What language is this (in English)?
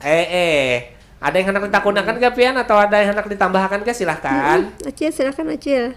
Banjar